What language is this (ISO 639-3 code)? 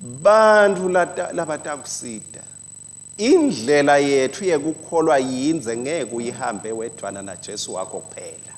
ssw